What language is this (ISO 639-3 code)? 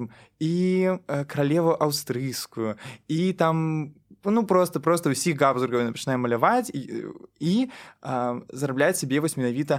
bel